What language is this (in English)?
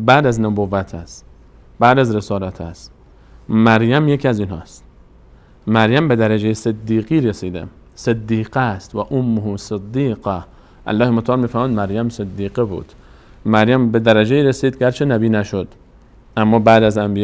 Persian